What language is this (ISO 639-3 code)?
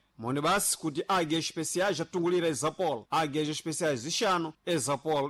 seh